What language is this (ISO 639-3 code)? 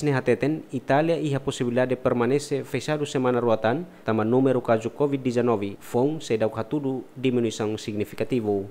tet